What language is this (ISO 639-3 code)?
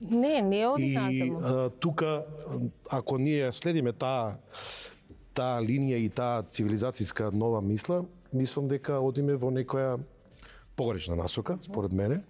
mkd